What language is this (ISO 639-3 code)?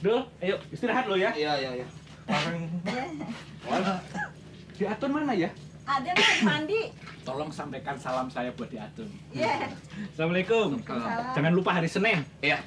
bew